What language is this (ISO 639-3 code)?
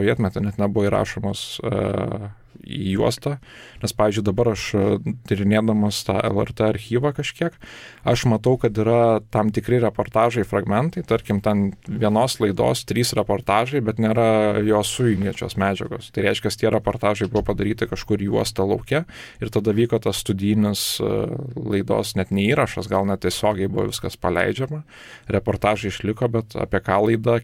lit